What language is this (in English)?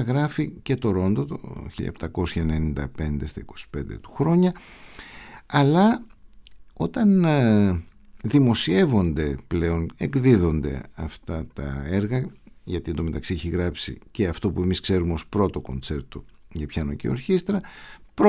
Greek